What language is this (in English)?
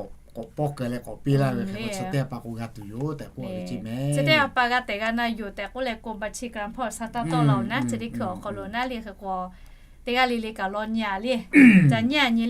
Lahu